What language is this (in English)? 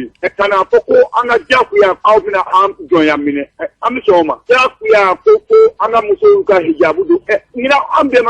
Bambara